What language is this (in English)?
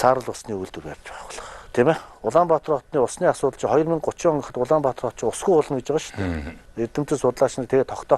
Mongolian